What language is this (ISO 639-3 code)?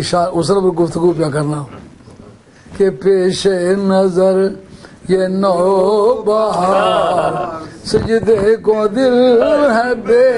urd